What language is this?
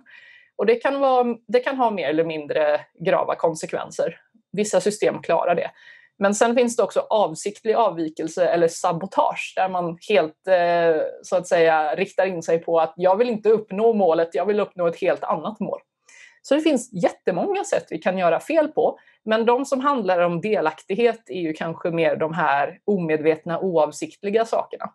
Swedish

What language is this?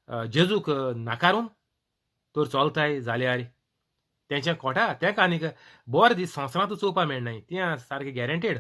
Konkani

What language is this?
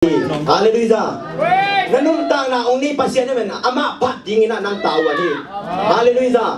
Tedim Chin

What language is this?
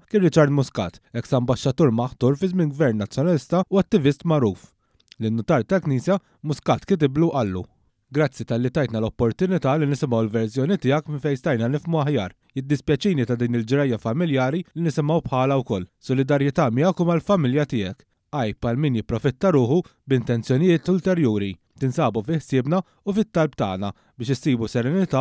Maltese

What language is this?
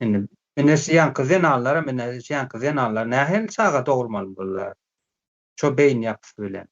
Turkmen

